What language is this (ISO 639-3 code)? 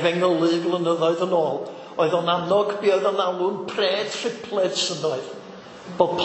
cym